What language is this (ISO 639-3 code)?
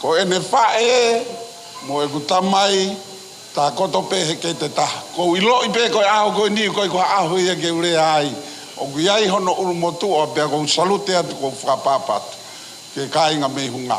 ton